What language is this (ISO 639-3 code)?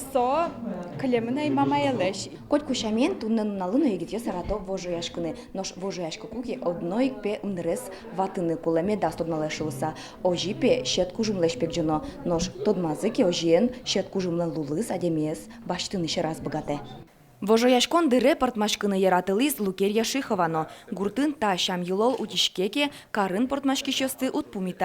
udm